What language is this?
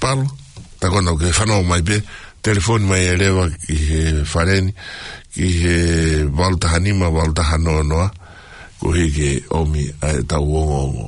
Tongan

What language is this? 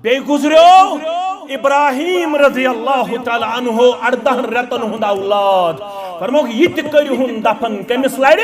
Kashmiri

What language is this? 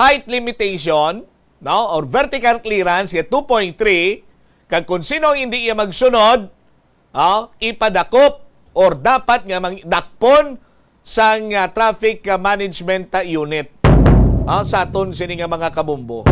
Hiligaynon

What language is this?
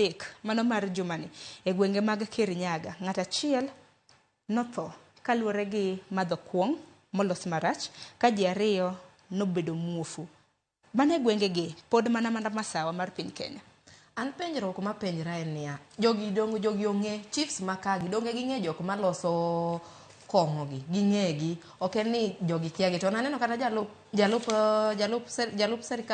Luo (Kenya and Tanzania)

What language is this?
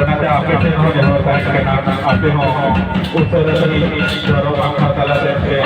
Santali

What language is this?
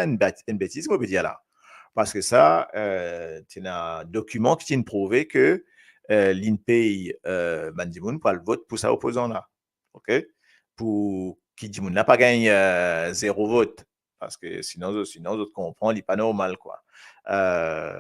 Morisyen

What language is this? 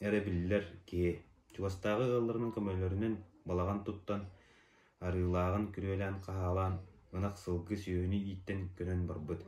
Yakut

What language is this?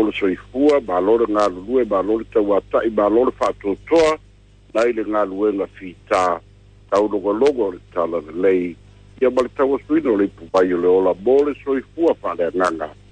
Samoan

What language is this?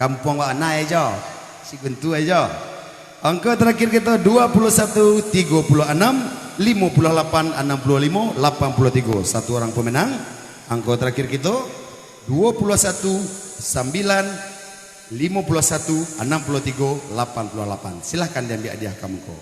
Minangkabau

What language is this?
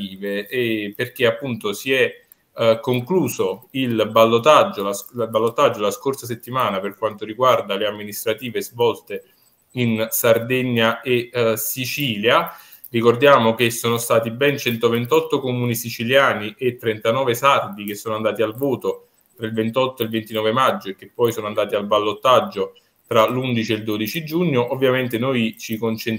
Italian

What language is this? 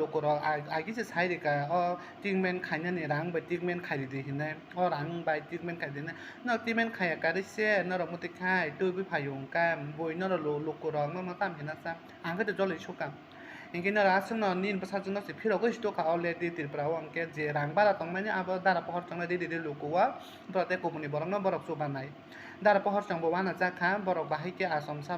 Kok Borok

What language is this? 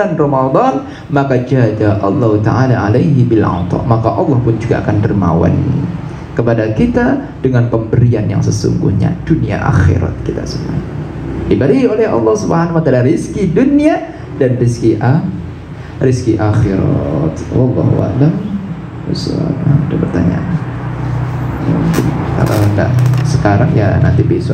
Indonesian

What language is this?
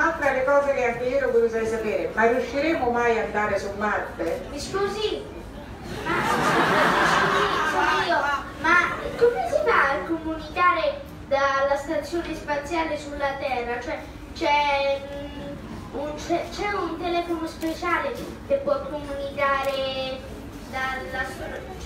Italian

